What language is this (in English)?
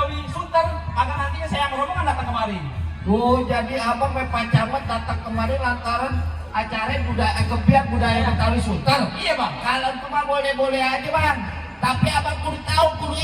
Betawi